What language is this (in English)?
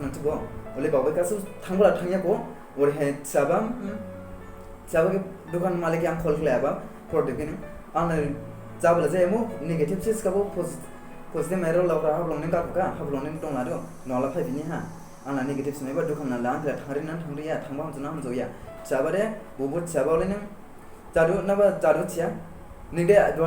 Dimasa